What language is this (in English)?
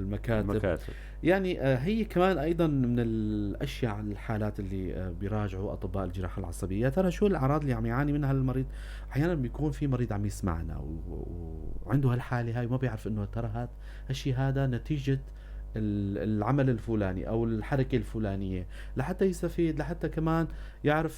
North Levantine Arabic